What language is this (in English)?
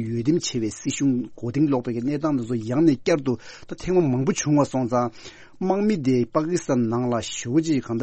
Tibetan